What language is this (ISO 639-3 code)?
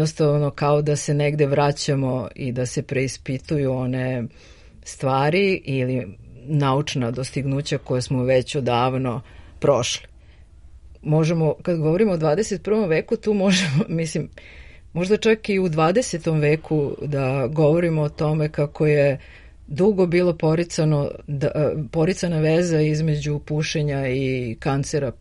srp